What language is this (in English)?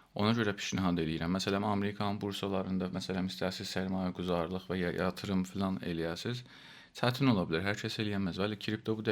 South Azerbaijani